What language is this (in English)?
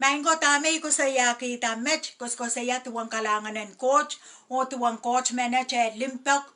Pohnpeian